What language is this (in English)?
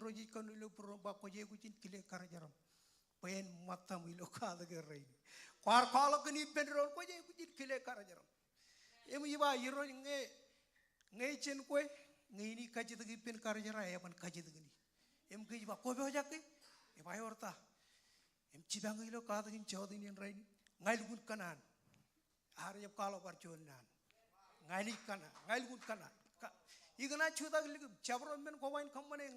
Marshallese